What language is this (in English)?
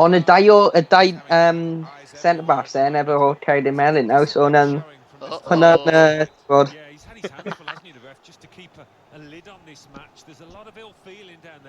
Welsh